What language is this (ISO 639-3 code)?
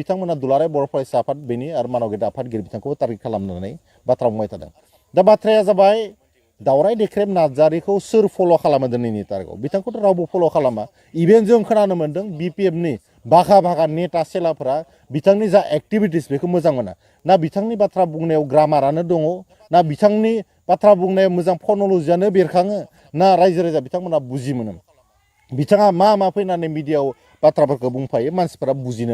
brx